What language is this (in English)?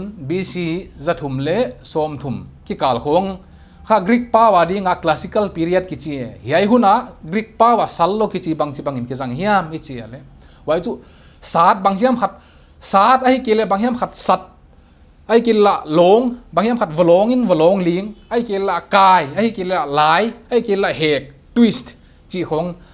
Paite Chin